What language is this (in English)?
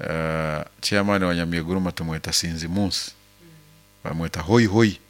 Nyoro